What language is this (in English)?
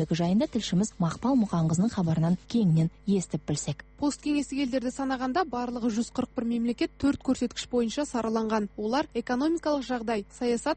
Kazakh